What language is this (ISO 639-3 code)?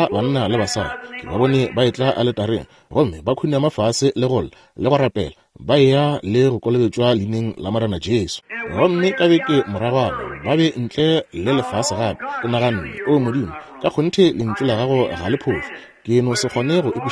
nso